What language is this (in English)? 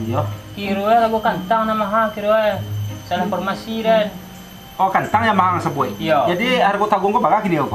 Minangkabau